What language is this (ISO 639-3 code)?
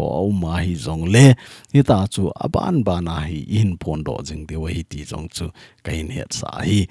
tcz